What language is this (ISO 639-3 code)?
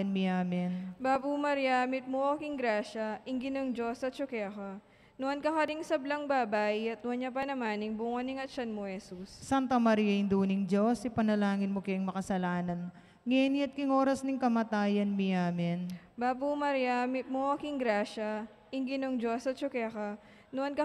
pam